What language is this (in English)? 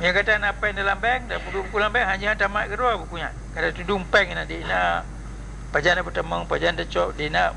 Achinese